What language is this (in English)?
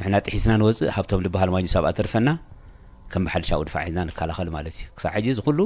Tigrinya